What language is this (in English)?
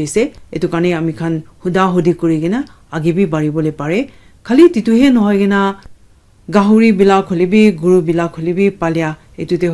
Naga Pidgin